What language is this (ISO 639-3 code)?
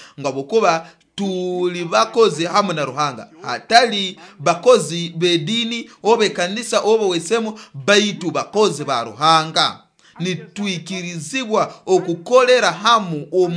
nyo